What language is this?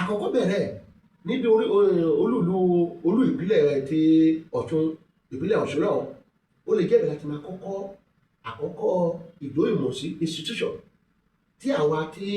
Yoruba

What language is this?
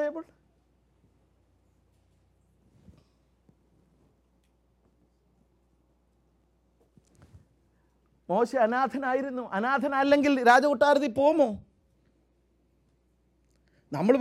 Malayalam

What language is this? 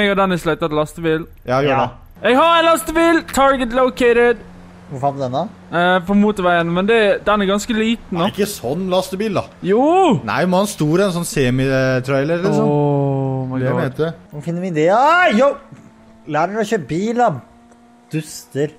Norwegian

